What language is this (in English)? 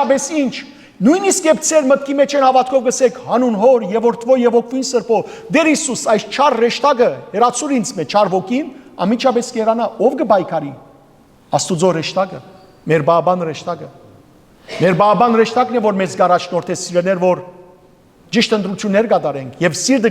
Western Armenian